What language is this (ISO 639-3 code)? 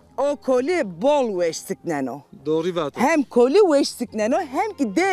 zza